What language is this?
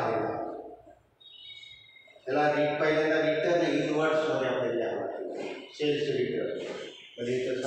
Marathi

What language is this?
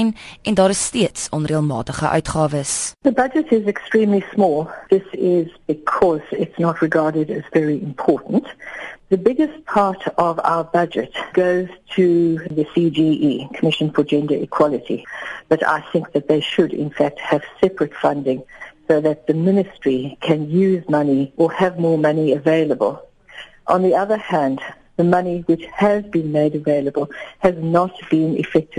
English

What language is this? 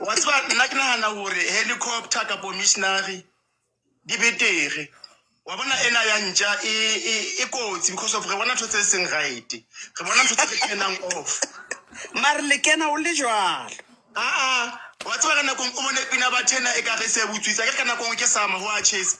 Southern Sotho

